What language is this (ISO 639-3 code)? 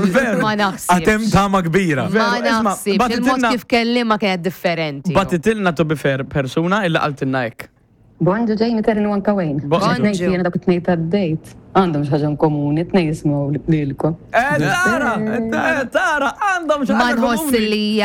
mlt